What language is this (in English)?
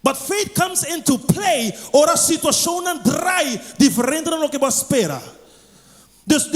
Papiamento